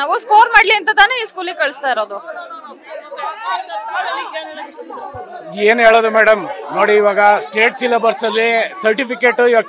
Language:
Kannada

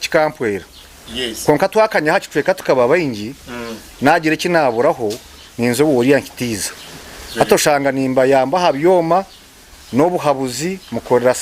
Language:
Nyankole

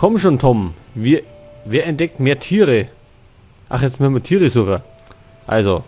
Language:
Bavarian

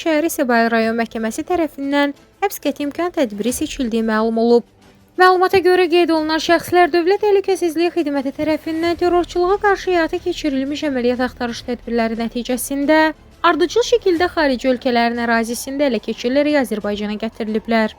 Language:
Azerbaijani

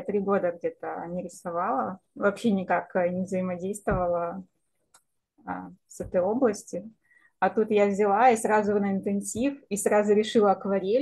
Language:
Russian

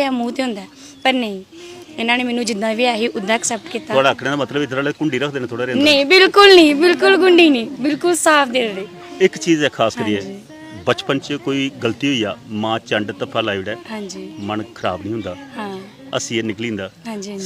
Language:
Dogri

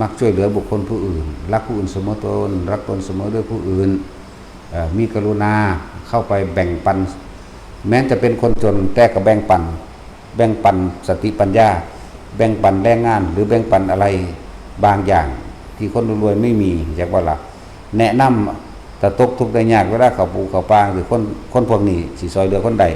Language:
Lao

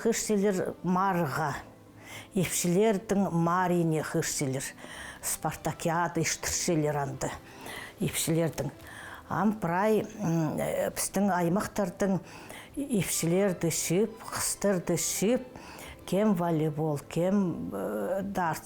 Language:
Khakas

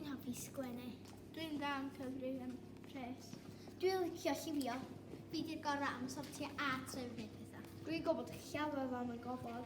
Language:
Welsh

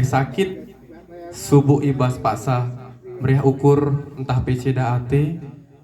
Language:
Batak Karo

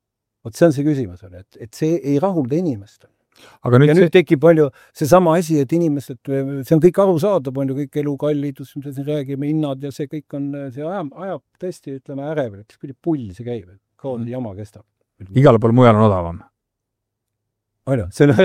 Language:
Estonian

